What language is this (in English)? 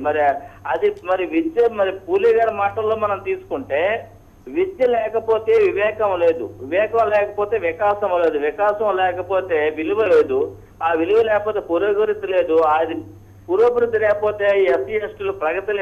Telugu